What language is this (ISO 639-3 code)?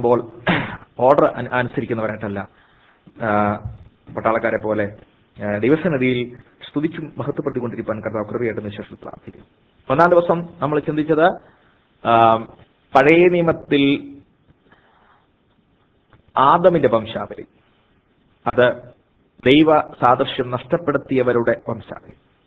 mal